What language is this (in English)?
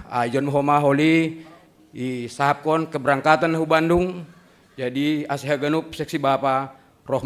Batak Simalungun